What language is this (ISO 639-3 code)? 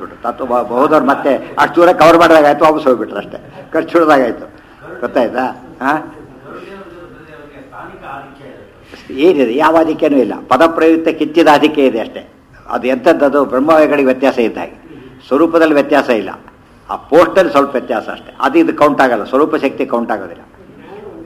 kan